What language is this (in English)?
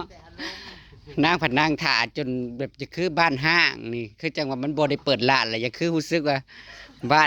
Northeastern Thai